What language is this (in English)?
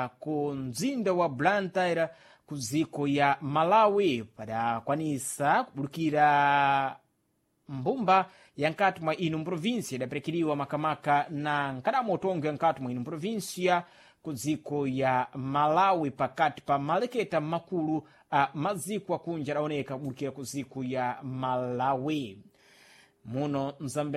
Sena